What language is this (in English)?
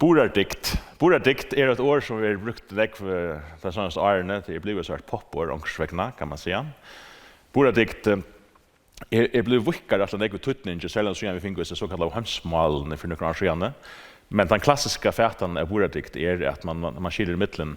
Faroese